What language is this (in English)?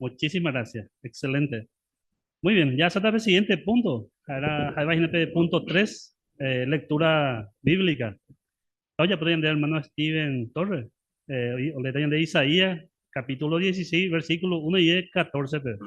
Guarani